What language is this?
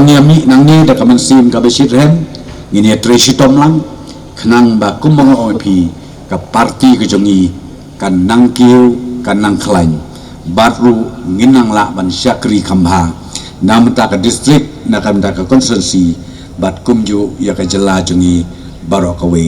Khasi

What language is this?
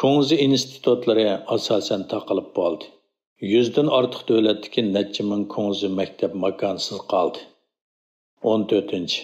Uyghur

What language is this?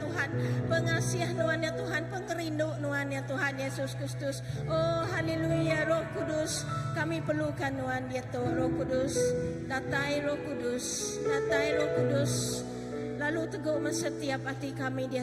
Iban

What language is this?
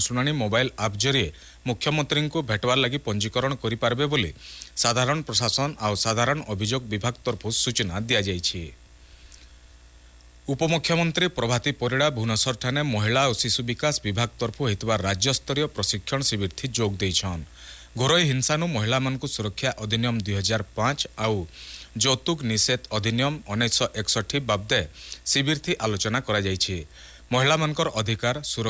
Odia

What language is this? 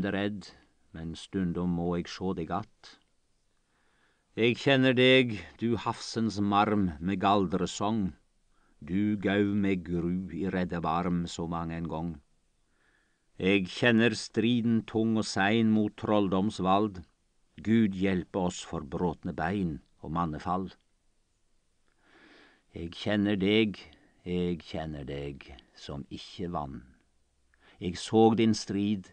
Norwegian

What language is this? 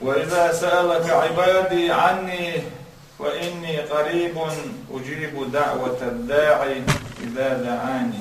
Chechen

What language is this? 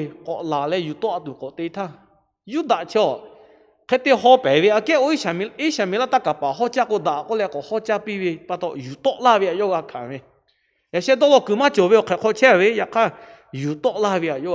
Lahu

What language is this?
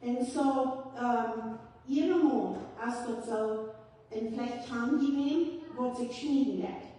Plautdietsch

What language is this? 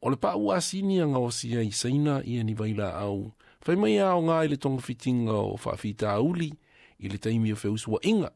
Samoan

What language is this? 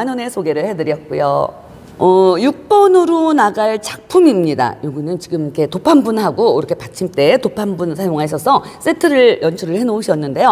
Korean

